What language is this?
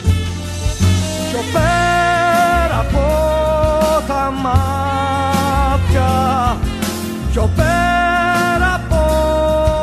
Greek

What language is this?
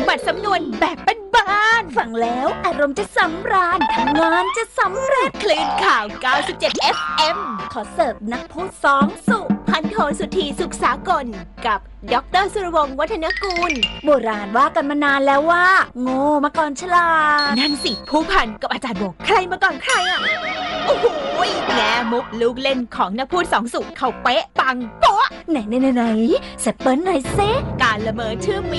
Thai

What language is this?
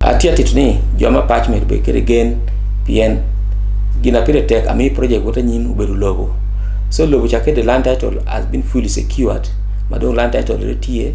Acoli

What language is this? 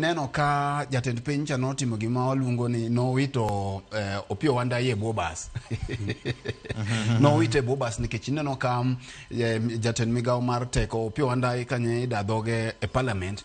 Luo (Kenya and Tanzania)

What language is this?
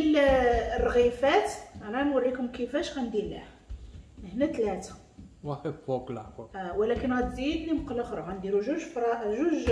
Moroccan Arabic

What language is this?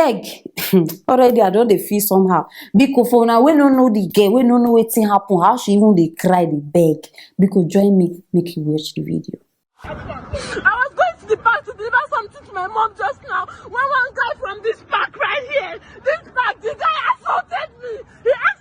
Nigerian Pidgin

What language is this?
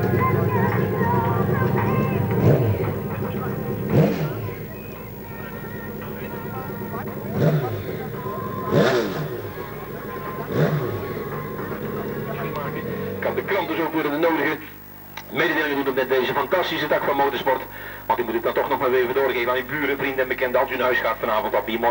Dutch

